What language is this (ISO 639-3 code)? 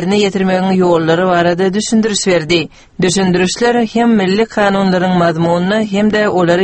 tuk